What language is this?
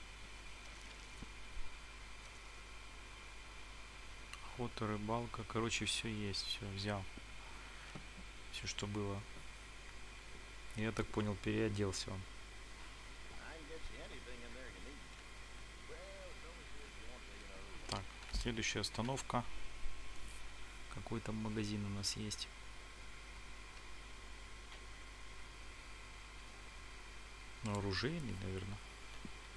Russian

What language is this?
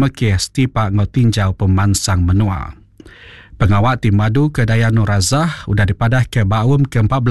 Iban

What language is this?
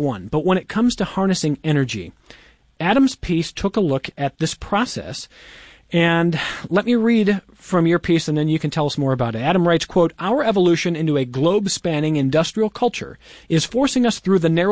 English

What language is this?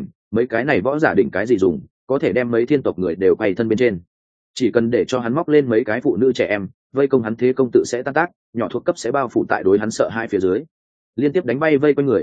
Vietnamese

